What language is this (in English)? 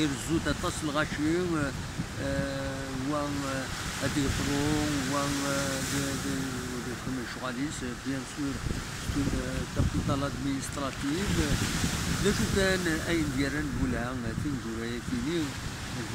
Kabyle